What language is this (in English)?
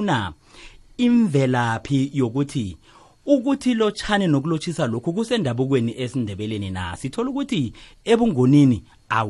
South Ndebele